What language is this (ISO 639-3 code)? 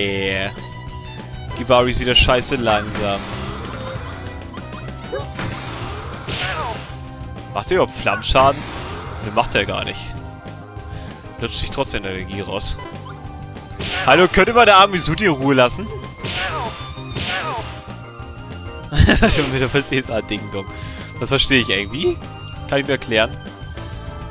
deu